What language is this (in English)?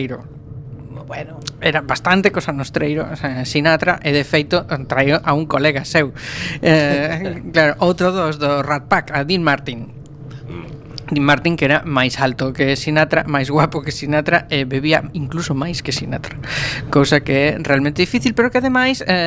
Galician